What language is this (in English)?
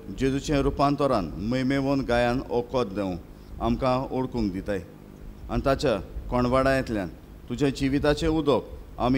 Konkani